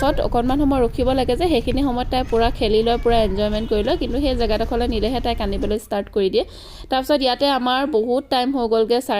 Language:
Assamese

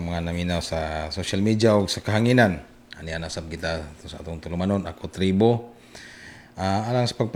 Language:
Cebuano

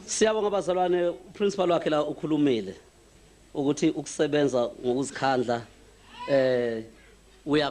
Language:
Zulu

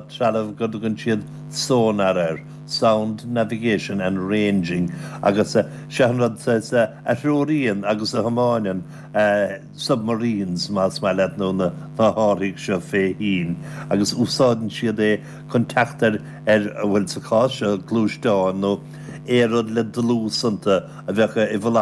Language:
Irish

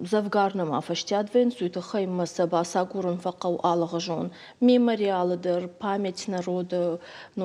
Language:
Ossetic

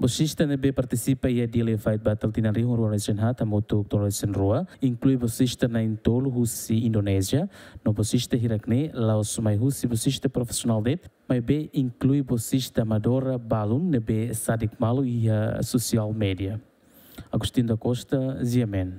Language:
Tetum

